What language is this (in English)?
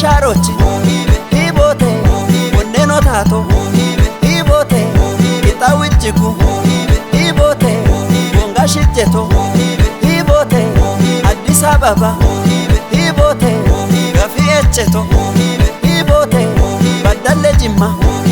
Kafa